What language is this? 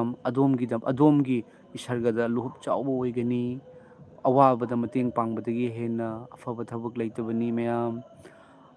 Manipuri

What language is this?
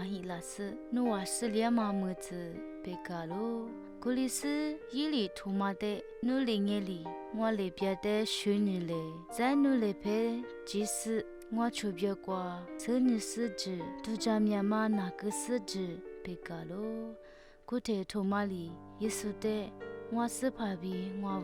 Lisu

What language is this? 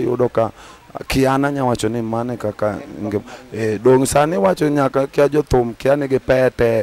Luo (Kenya and Tanzania)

